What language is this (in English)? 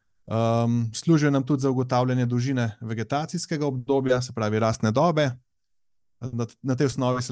Slovenian